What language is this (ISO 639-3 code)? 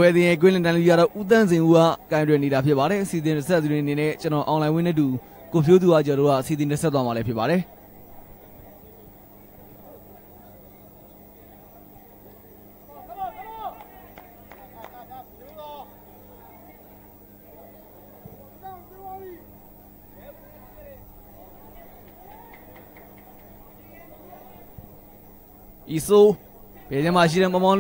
mya